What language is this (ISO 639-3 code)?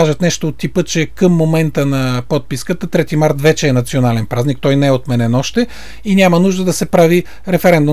bul